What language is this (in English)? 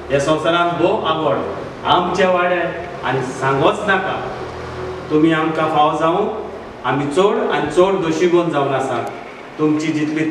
Konkani